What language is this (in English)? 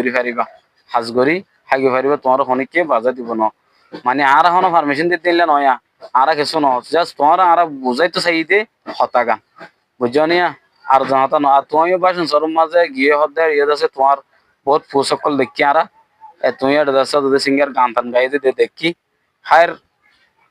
Rohingya